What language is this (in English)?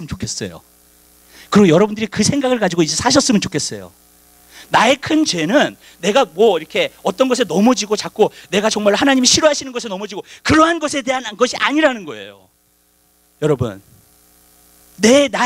Korean